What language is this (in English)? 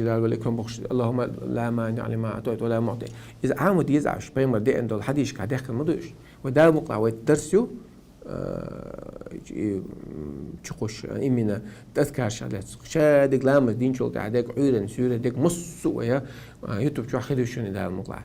Chechen